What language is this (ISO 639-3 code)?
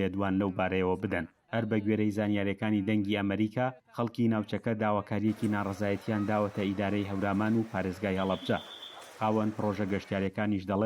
ckb